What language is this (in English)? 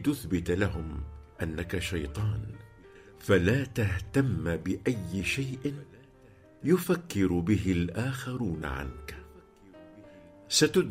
Tunisian Arabic